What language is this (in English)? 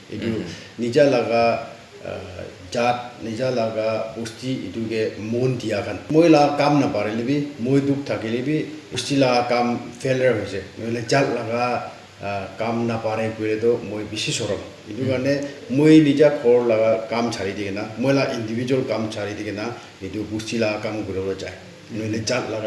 Naga Pidgin